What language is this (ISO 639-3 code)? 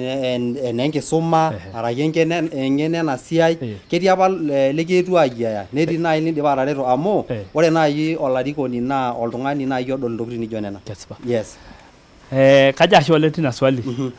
mas